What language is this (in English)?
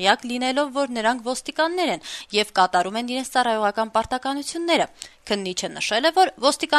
Armenian